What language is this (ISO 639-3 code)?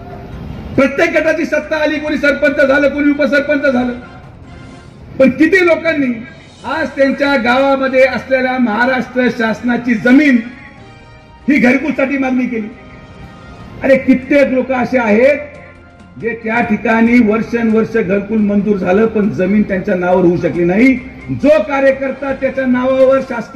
mar